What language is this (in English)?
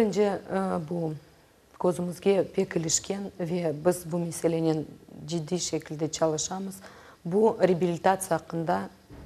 Crimean Tatar